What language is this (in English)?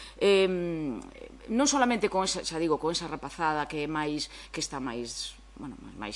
Galician